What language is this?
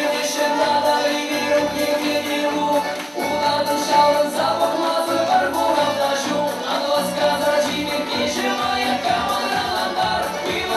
Chuvash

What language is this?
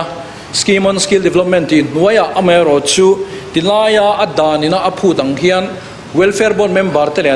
Mizo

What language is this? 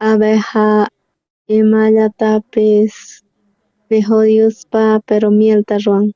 South Bolivian Quechua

